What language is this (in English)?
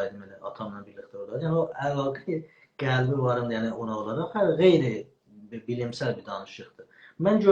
South Azerbaijani